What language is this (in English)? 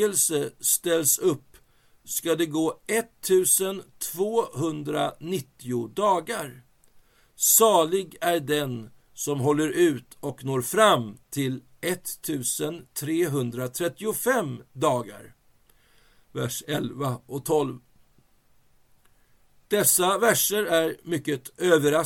Swedish